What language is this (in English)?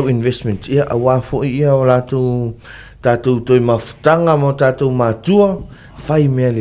Samoan